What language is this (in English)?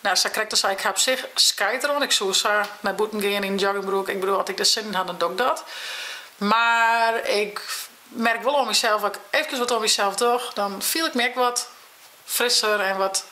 Western Frisian